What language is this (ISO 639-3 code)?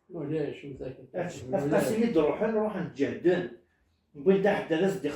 kab